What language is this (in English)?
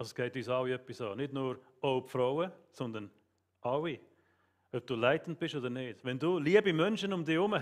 Swiss German